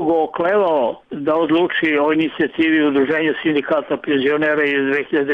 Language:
Serbian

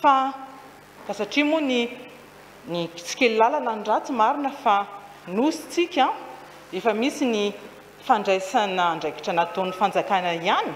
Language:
Malagasy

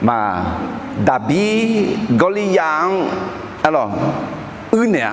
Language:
Akha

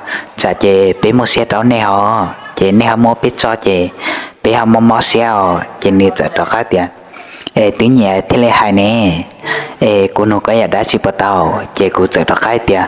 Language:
Hmong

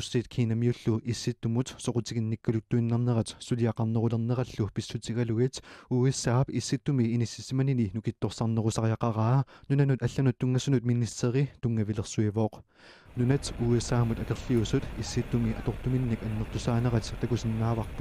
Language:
Kalaallisut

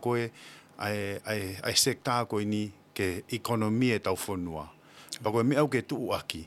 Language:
Tongan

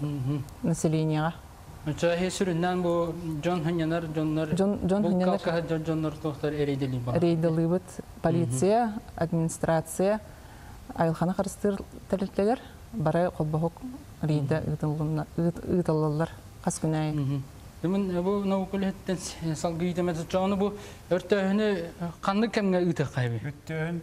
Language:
Yakut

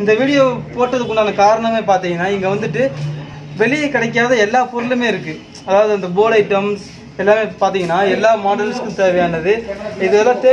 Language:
Tamil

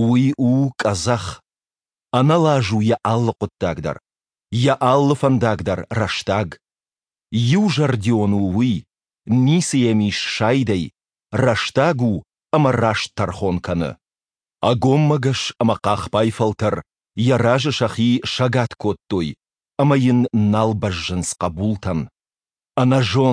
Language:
Ossetic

